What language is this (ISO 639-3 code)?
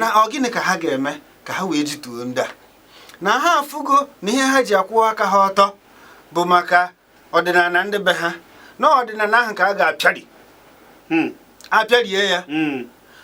ibo